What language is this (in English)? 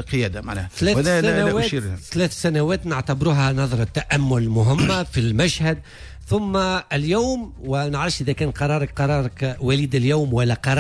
Tunisian Arabic